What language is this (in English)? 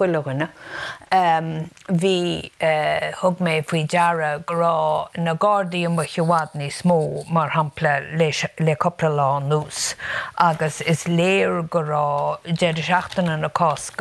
Irish